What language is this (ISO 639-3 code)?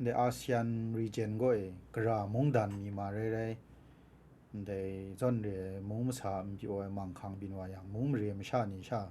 kac